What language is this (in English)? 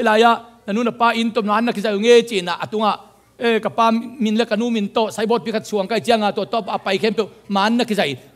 Tedim Chin